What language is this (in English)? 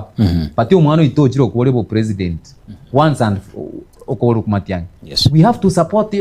Gusii